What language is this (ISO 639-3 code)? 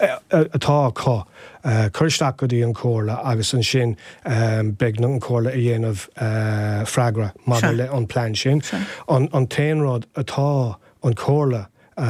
gle